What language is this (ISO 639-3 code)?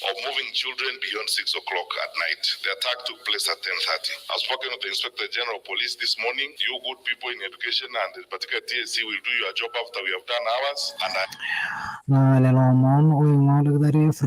mas